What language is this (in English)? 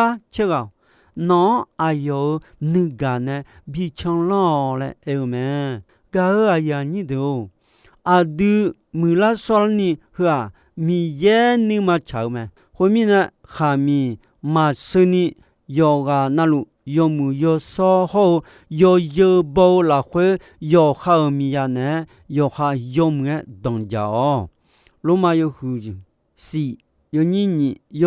Akha